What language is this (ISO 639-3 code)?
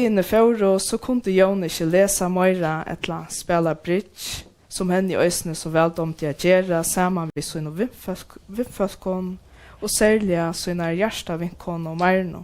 fao